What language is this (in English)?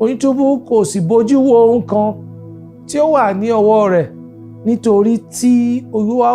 Yoruba